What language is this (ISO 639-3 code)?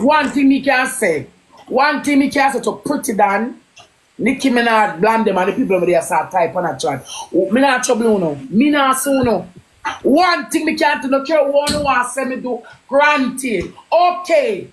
jam